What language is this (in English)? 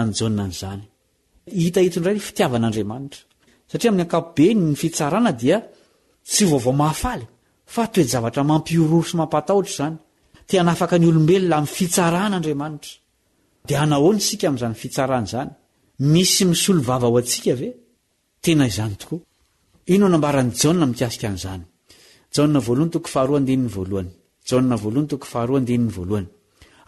Malagasy